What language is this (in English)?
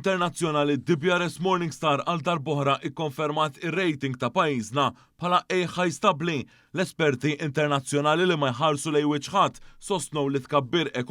Maltese